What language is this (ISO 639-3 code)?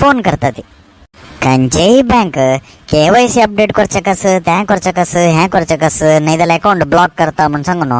kok